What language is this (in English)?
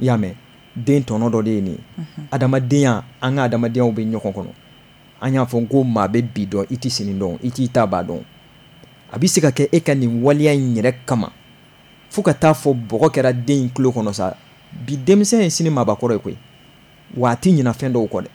Bambara